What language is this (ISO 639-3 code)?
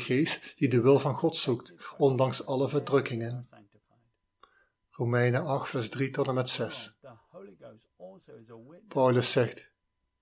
nld